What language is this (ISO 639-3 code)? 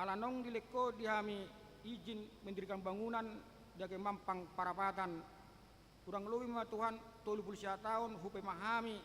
bbc